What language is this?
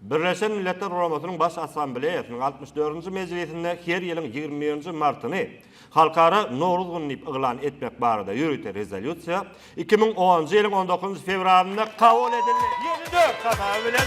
Turkmen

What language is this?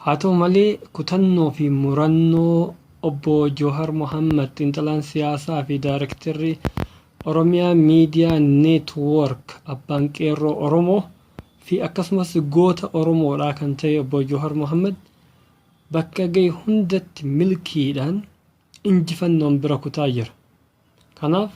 Oromo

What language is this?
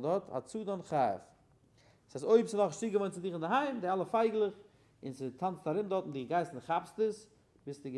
Yiddish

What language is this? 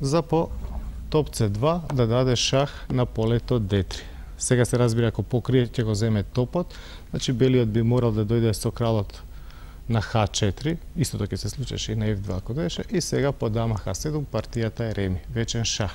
Macedonian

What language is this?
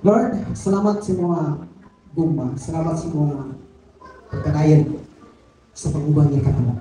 Cebuano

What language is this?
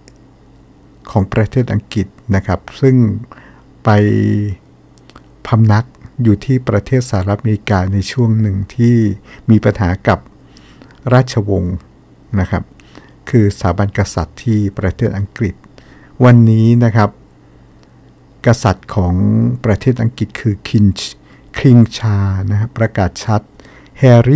Thai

